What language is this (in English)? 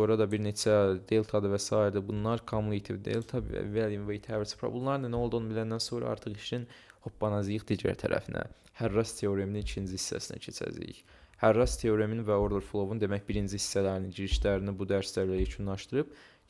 Azerbaijani